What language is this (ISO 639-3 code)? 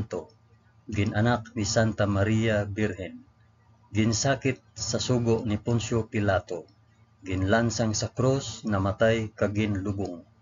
hil